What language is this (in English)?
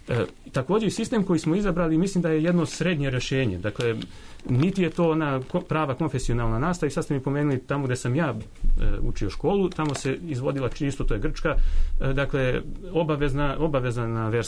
Serbian